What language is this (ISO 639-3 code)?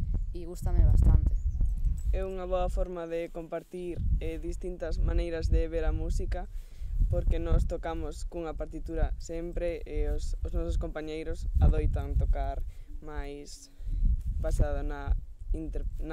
glg